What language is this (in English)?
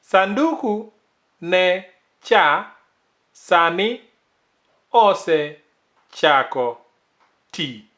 Luo (Kenya and Tanzania)